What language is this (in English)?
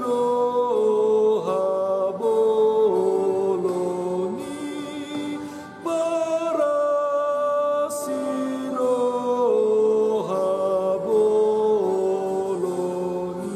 Batak Toba